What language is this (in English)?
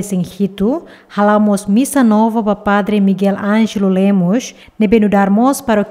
Tetum